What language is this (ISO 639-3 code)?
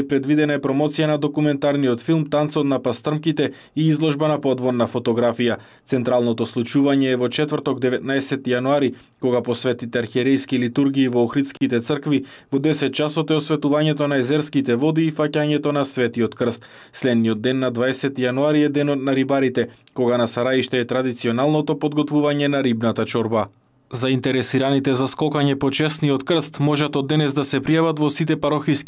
mkd